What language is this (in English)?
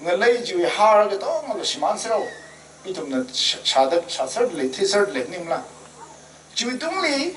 Tangkhul Naga (India)